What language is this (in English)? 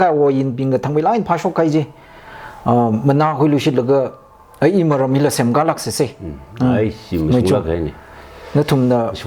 Tangkhul Naga (India)